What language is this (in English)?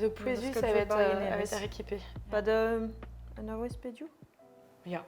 Breton